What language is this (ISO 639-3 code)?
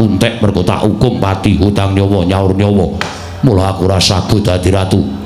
jav